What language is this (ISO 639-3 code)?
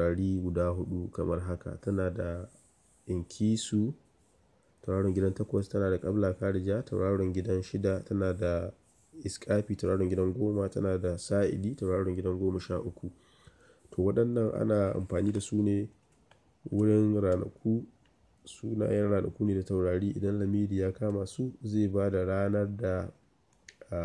hau